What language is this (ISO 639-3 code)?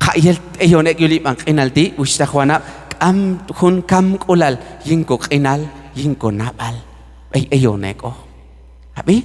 kjb